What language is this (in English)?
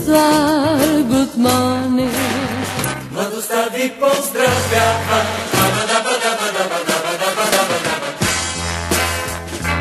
Bulgarian